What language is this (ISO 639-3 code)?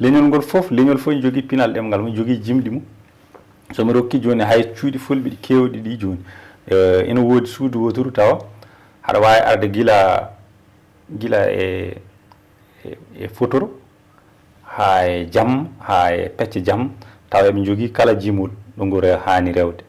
ful